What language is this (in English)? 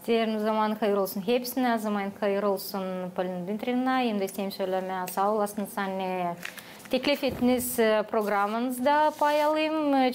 Gagauz